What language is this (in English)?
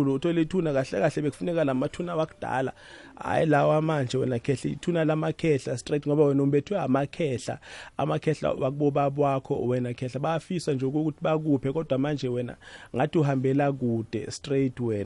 South Ndebele